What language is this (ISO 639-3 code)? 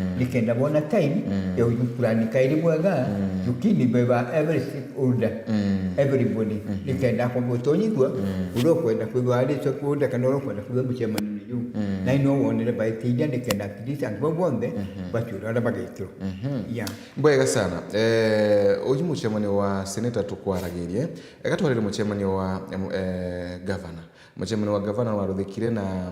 mer